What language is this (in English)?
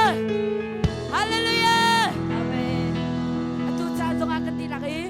Hakha Chin